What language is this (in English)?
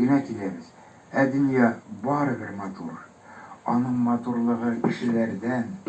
Tatar